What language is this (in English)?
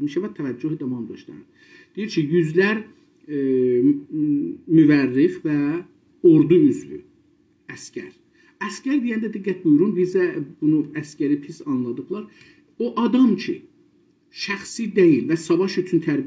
South Azerbaijani